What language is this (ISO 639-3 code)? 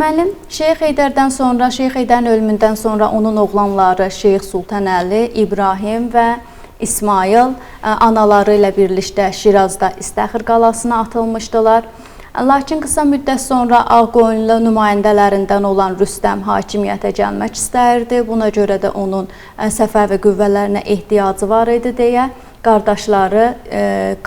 aze